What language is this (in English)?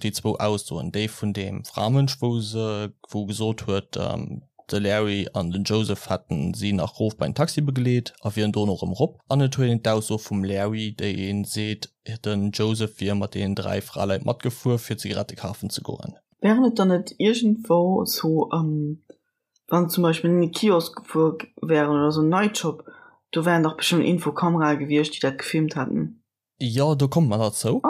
Luxembourgish